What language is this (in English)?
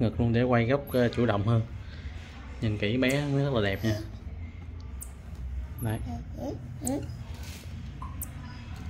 Vietnamese